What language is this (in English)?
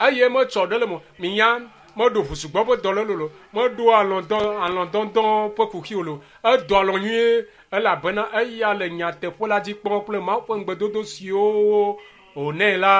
Ewe